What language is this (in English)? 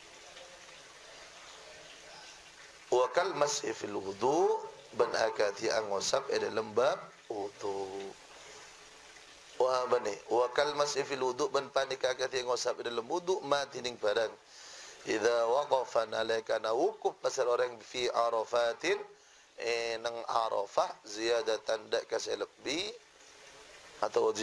Madurese